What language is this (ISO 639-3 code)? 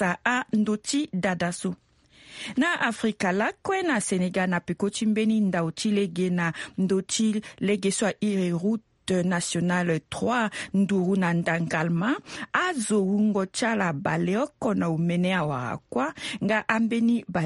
sag